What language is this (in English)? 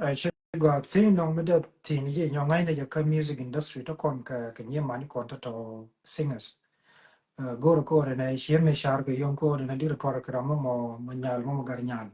Nuer